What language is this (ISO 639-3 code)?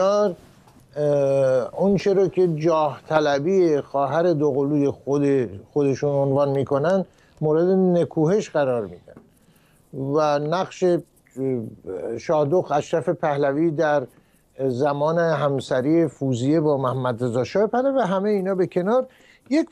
fas